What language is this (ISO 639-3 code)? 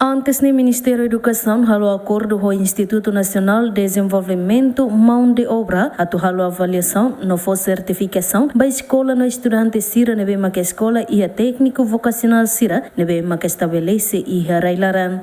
tet